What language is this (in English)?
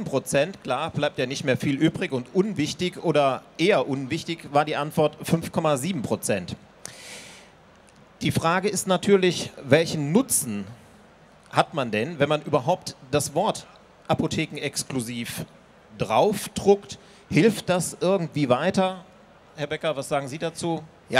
German